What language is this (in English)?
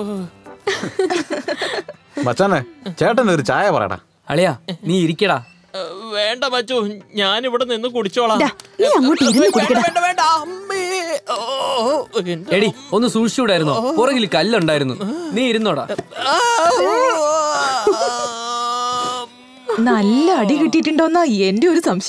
Malayalam